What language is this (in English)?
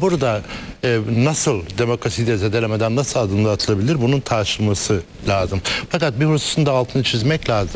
Turkish